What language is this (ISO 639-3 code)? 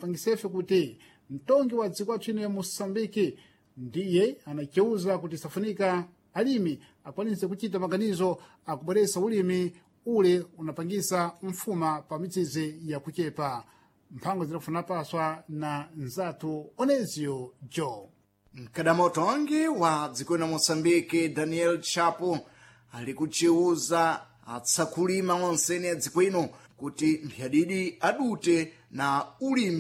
seh